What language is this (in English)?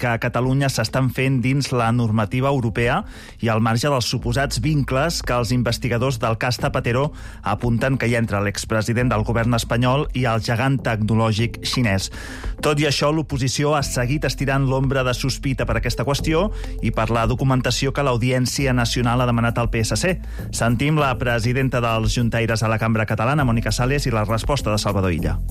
Catalan